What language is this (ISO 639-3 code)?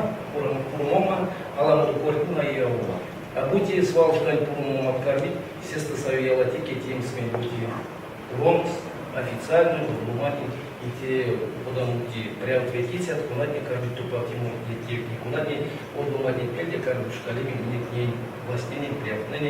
myv